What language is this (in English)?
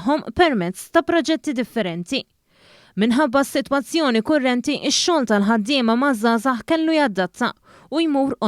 Maltese